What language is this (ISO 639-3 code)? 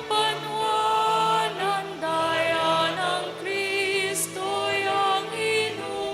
pam